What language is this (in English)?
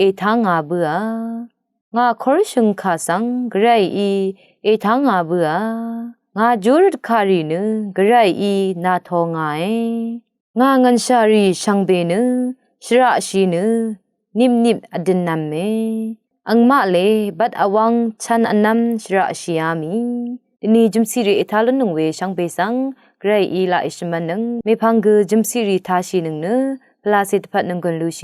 Rawang